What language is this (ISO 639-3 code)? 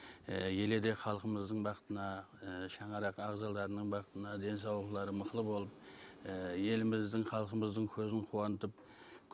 kaa